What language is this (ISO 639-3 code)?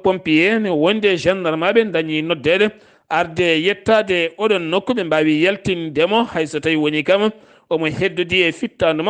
ful